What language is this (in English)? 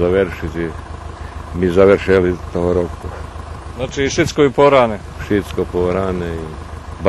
Rusyn